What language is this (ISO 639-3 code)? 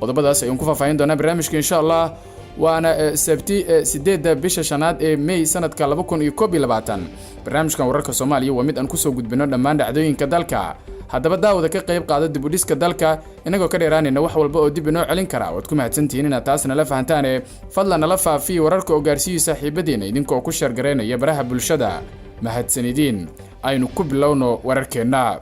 som